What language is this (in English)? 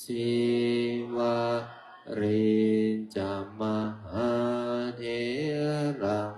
Pali